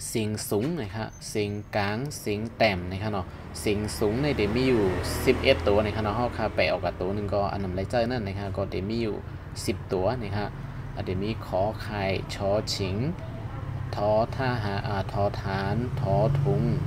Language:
Shan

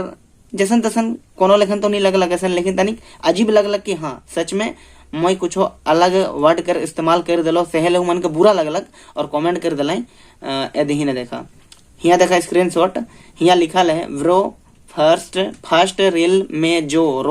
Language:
Sadri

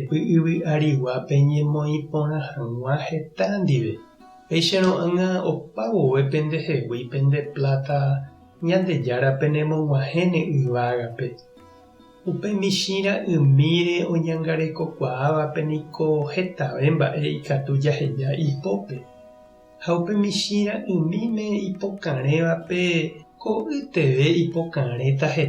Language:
Guarani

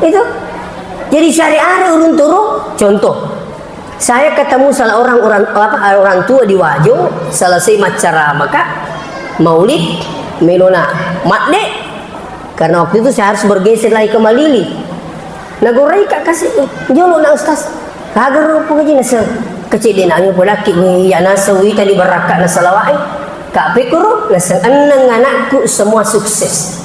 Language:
Buginese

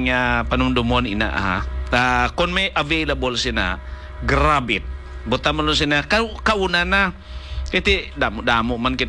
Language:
Hiligaynon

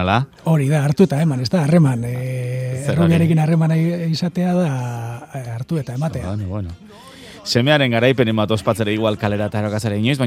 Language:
Basque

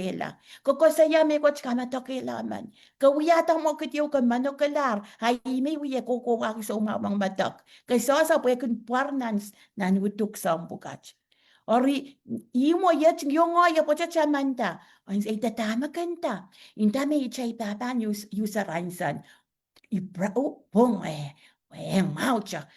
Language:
Pohnpeian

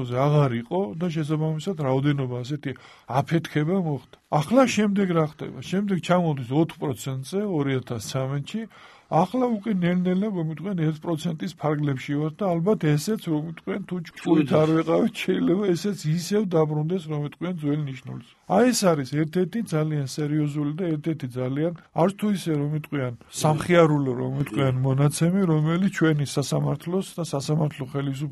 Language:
Georgian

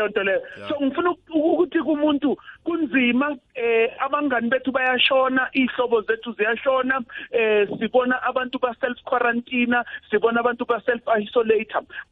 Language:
South Ndebele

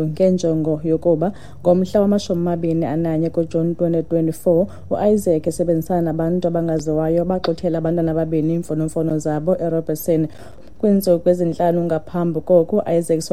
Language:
Xhosa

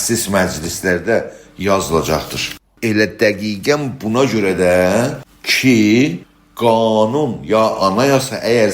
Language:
South Azerbaijani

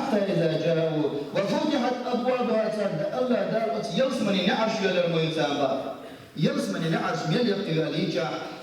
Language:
Chechen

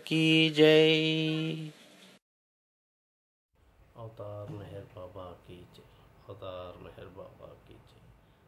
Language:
Telugu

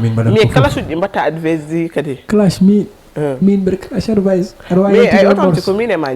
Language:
Fula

